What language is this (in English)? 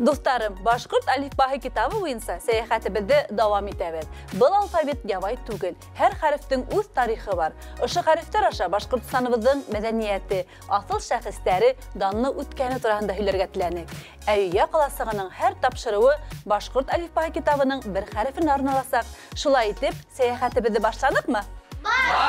Bashkir